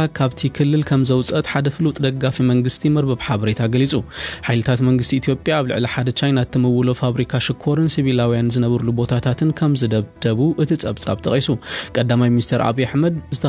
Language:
Tigrinya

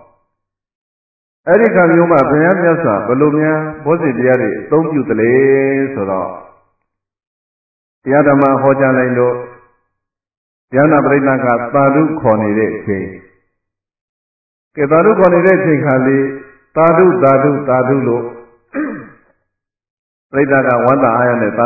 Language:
Burmese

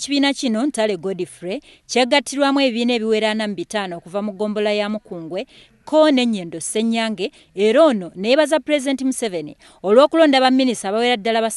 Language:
Ganda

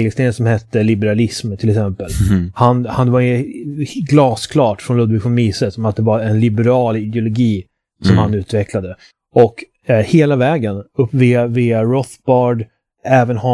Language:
Swedish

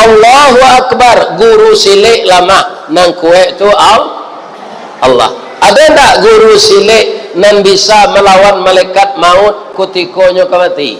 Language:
Minangkabau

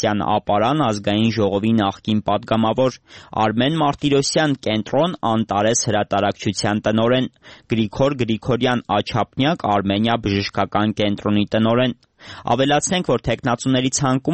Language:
Armenian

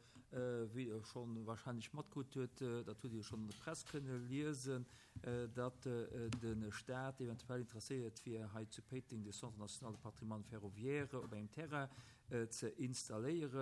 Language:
Luxembourgish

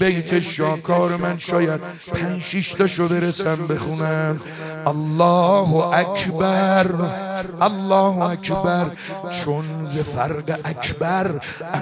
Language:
Persian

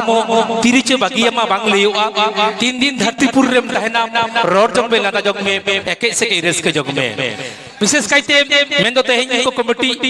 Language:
Santali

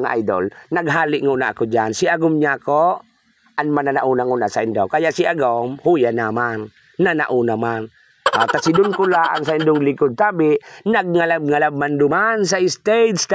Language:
Bikol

